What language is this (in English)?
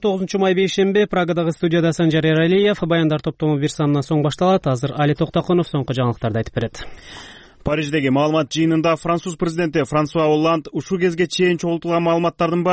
Kyrgyz